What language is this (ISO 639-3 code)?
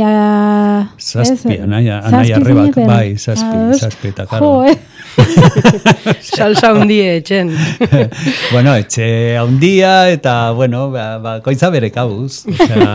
eus